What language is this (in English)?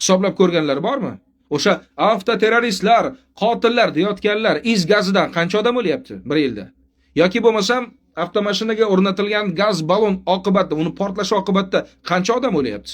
Uzbek